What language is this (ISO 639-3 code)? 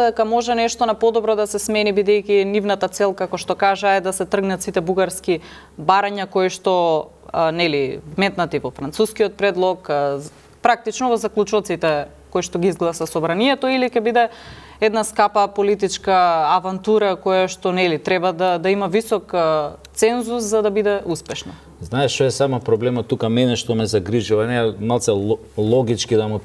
mkd